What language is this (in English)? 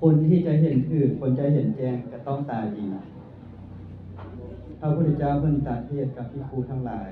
Lao